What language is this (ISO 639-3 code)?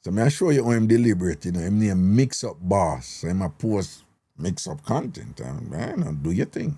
jam